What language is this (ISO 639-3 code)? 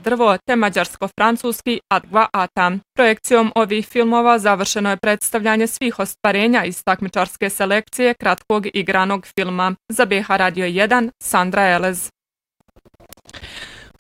bos